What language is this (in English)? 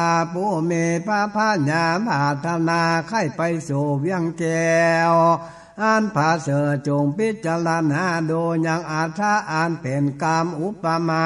Northern Thai